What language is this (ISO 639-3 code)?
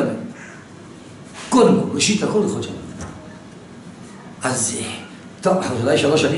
heb